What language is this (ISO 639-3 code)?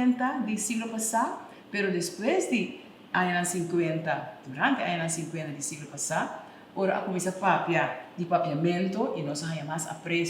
pap